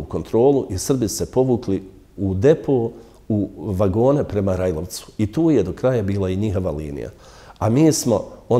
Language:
Bosnian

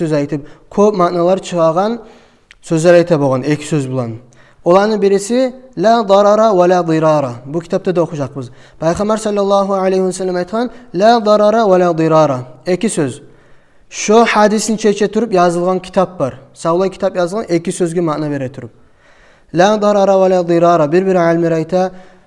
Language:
Kumyk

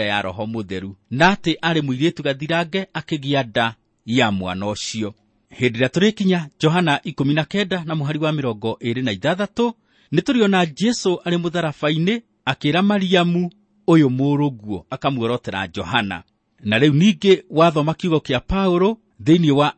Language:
Kikuyu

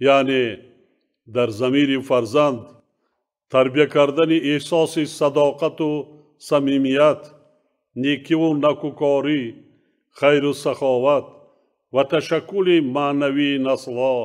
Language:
Tajik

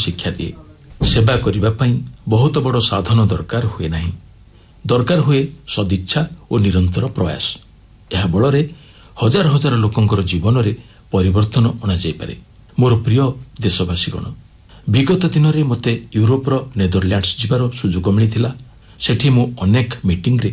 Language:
Odia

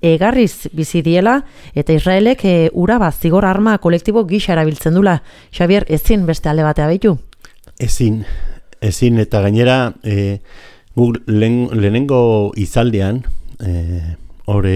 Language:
Basque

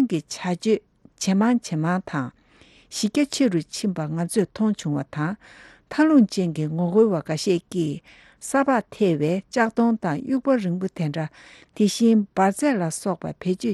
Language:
Tibetan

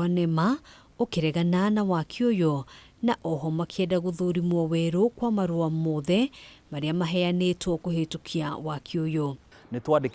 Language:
Kikuyu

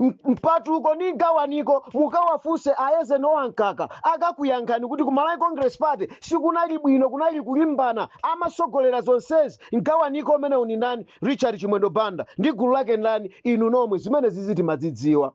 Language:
Nyanja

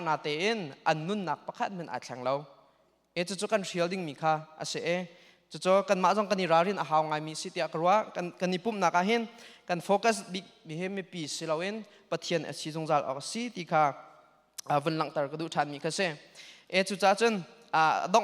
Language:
Hakha Chin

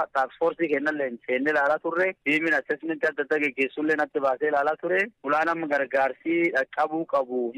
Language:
Oromo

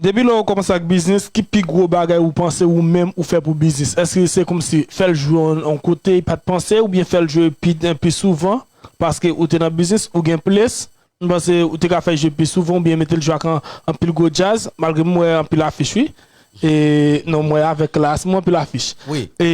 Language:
Haitian Creole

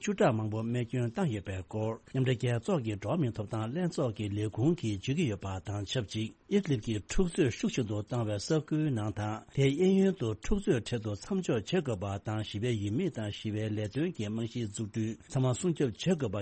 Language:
Tibetan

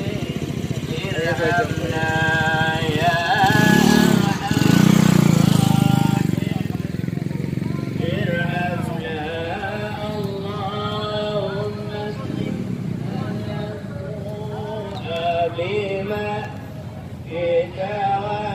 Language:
Arabic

